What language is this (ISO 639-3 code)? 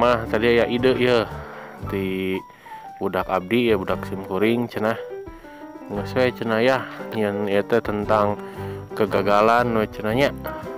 sun